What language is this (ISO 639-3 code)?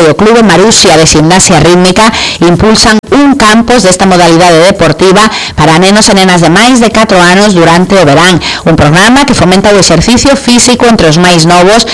glg